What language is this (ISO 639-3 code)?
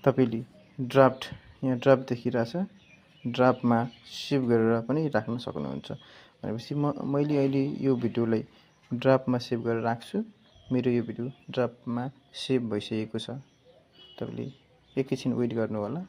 nep